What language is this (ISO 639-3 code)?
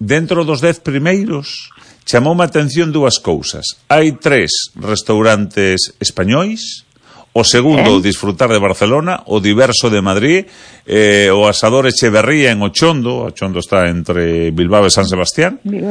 glg